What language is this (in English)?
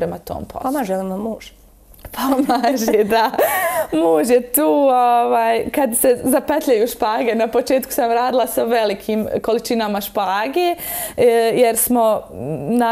Bosnian